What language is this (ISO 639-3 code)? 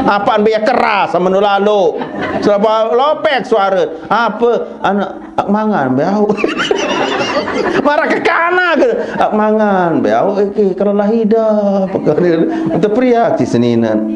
sas